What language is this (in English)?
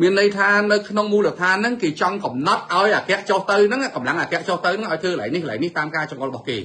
Khmer